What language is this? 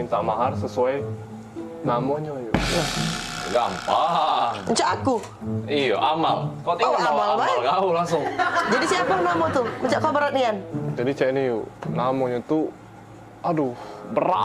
Musi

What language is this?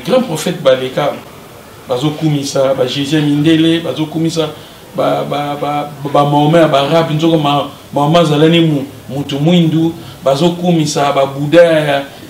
Lingala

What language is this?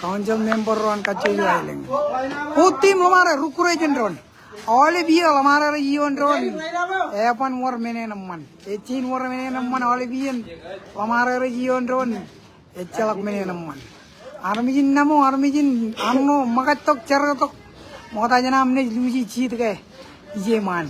Marshallese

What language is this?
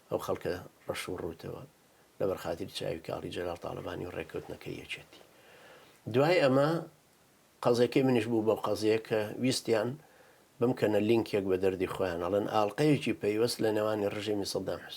Central Kurdish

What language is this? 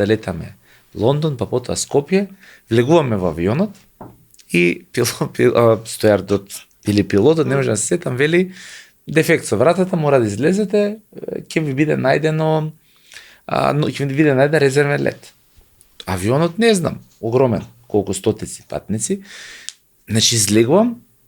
Macedonian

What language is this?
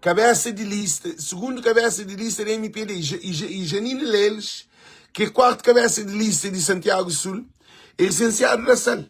Kabuverdianu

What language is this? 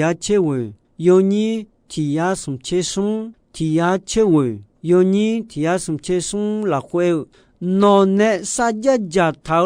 Akha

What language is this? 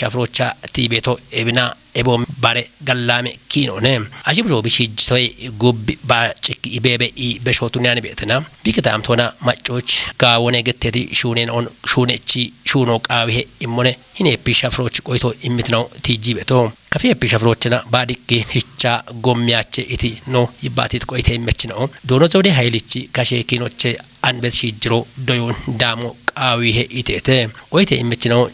Kafa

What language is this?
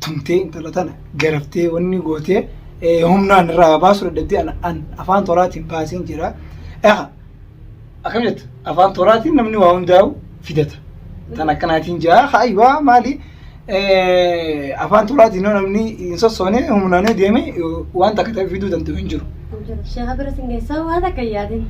Oromo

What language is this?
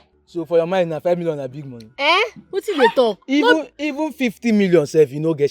Nigerian Pidgin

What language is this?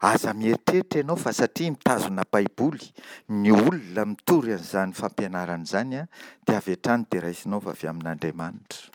Malagasy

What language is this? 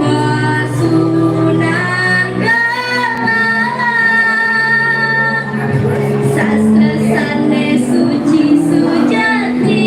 Balinese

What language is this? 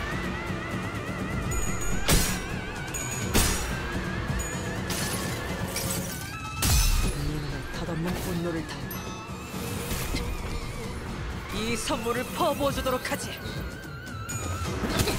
Korean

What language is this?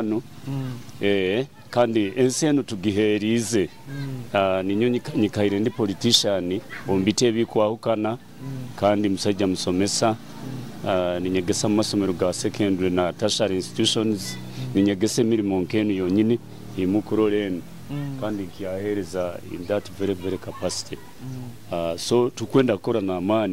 Nyoro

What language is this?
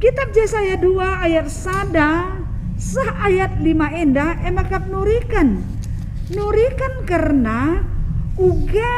Batak Karo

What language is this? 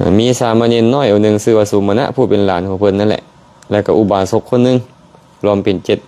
Lao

